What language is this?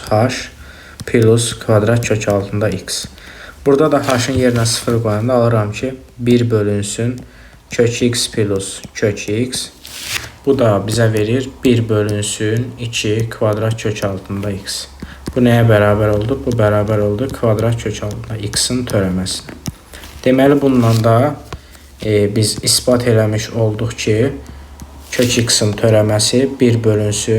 Azerbaijani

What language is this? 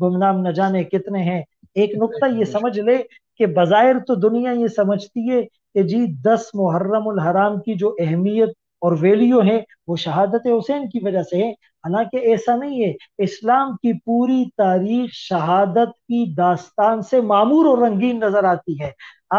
Urdu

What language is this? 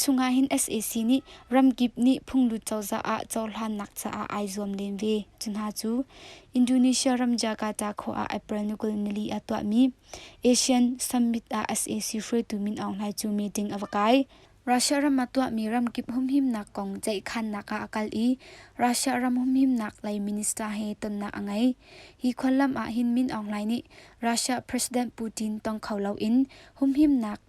Hakha Chin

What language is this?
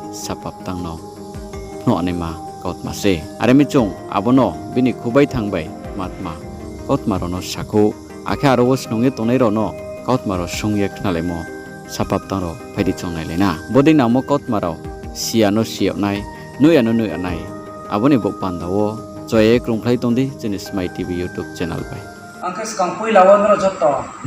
Riang (India)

